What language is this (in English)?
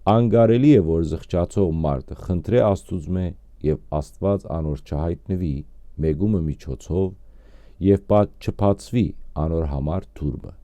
Western Armenian